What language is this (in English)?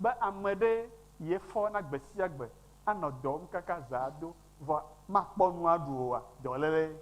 Ewe